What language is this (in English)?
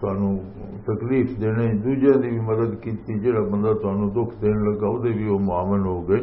Western Panjabi